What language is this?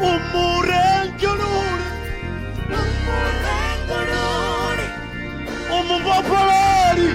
Venda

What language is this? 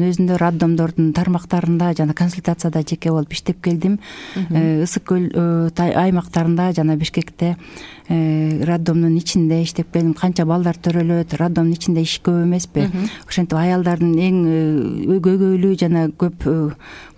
Kyrgyz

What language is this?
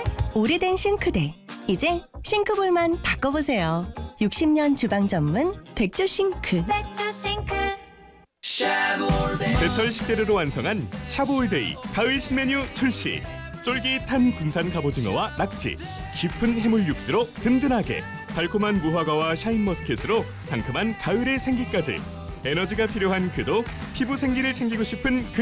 Korean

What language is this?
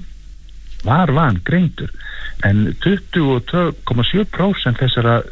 Icelandic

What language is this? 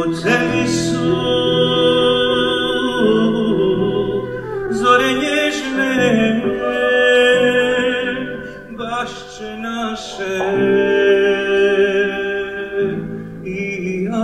Bosnian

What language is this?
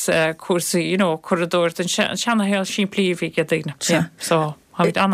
Irish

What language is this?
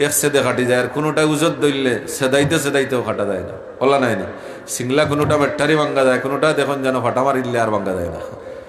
Sylheti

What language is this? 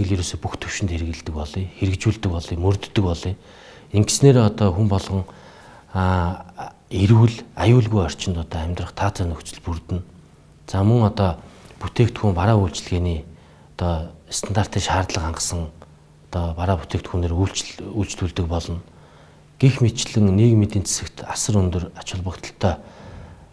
Mongolian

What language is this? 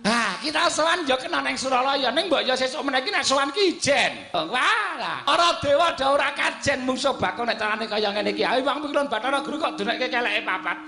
Javanese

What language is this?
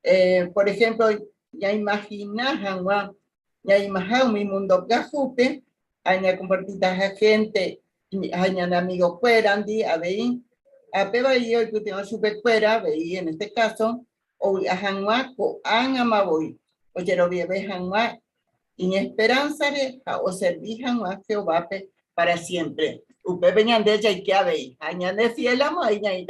Guarani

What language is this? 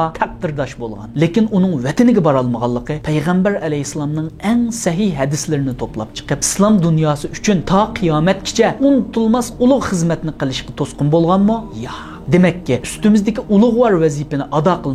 Uyghur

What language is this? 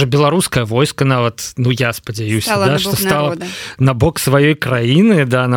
Belarusian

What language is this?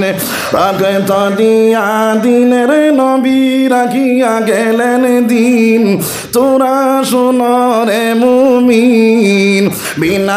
Sylheti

